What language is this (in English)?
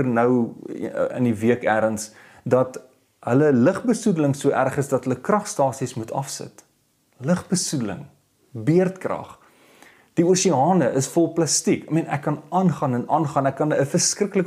Afrikaans